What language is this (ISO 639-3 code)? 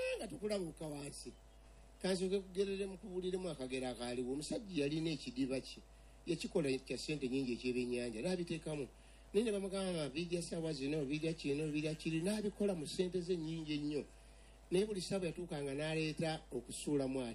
lug